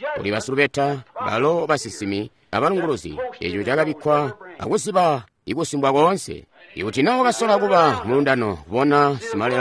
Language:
Tonga (Zambia)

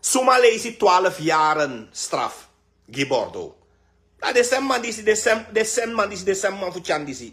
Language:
Sranan Tongo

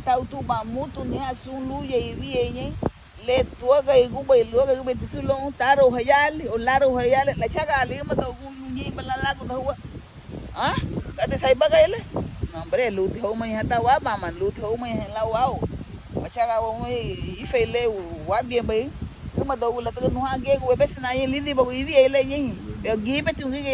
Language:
Garifuna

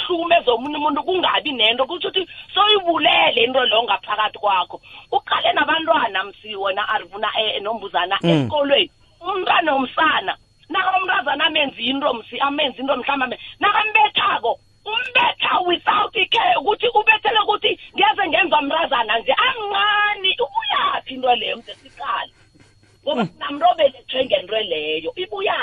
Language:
South Ndebele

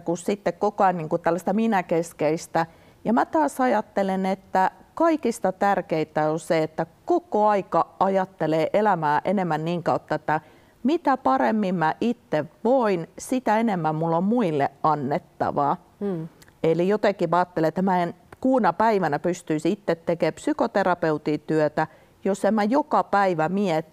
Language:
Finnish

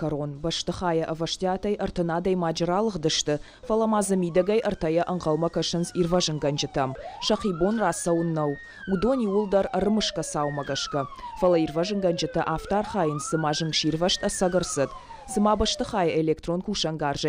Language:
Ossetic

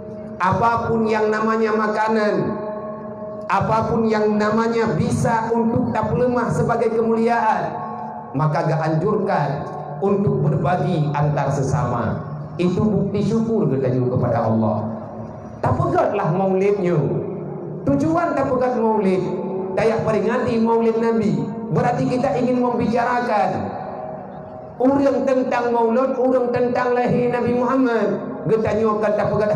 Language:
Achinese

